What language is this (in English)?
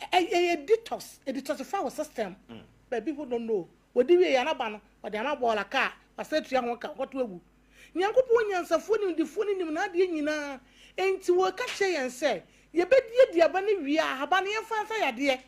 Akan